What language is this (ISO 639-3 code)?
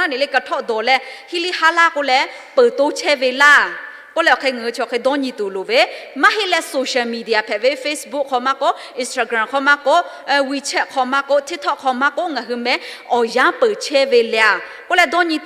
lhu